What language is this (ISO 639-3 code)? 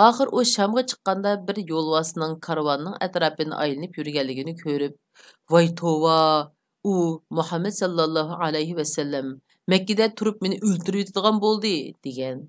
uig